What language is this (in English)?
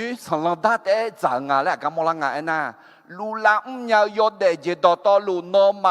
Akha